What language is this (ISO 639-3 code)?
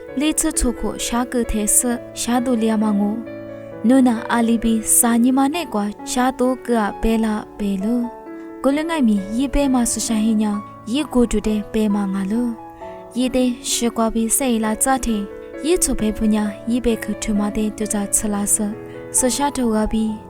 lis